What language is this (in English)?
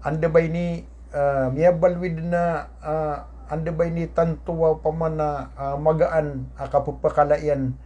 Maranao